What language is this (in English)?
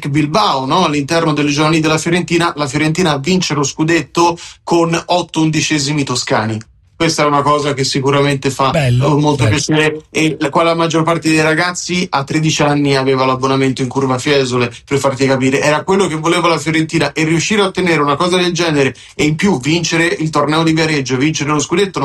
Italian